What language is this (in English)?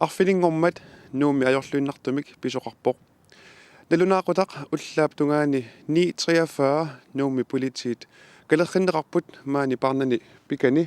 Kalaallisut